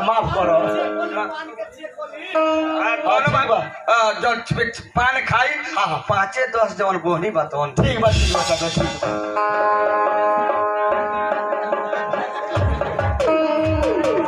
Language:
Bhojpuri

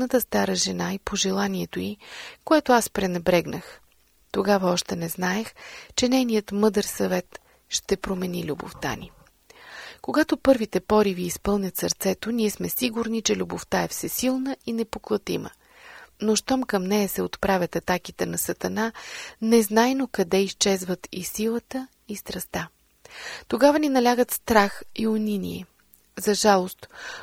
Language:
Bulgarian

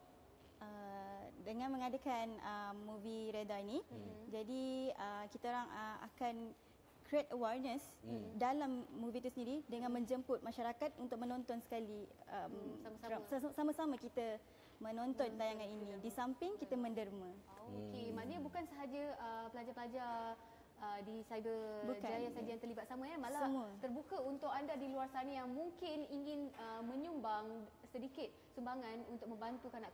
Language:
Malay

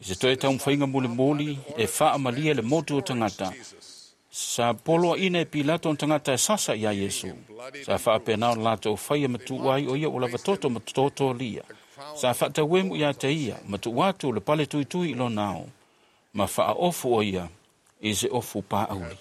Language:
Samoan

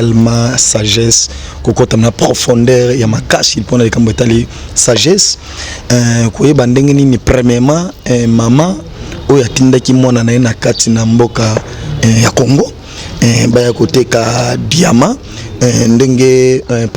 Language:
Lingala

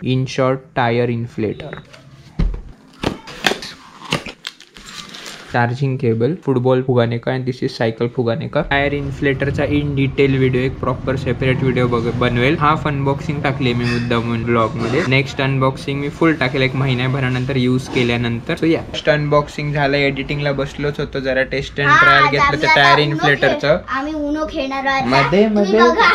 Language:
Marathi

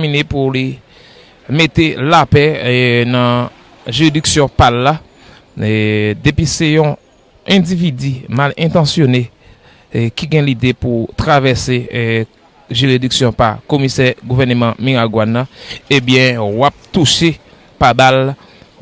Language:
Haitian Creole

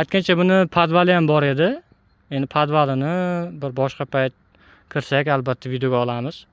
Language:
Uzbek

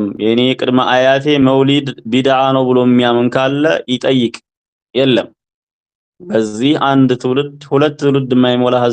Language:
Amharic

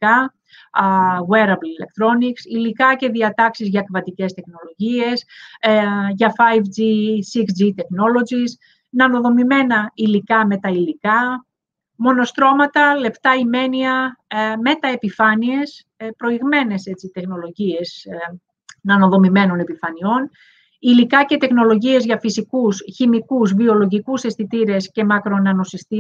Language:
Greek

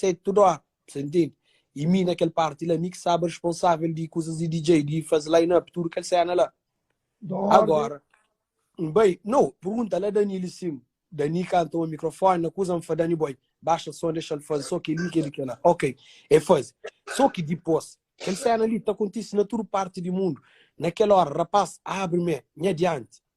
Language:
Kabuverdianu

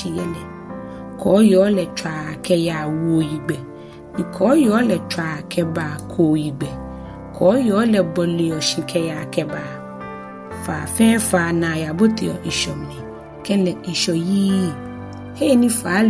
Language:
Ga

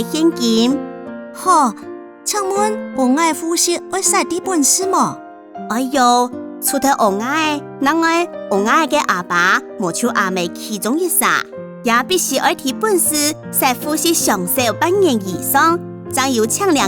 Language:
Hakka Chinese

